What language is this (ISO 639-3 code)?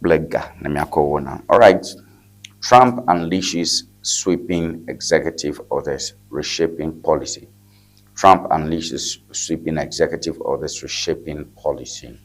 ewe